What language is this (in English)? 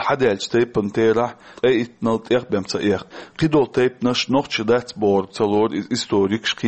Chechen